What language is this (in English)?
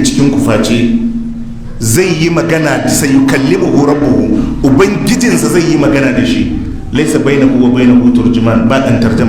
Hausa